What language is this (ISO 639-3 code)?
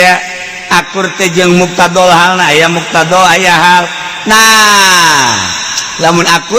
sun